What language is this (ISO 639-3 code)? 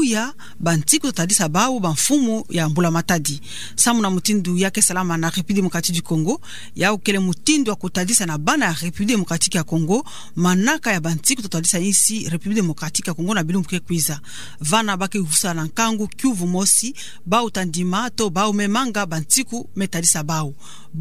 ktu